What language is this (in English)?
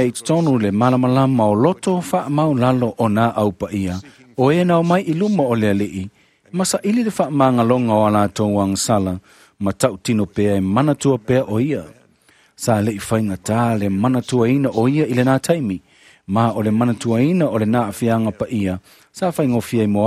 Samoan